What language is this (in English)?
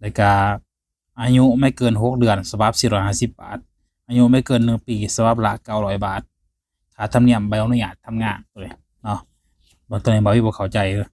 Lao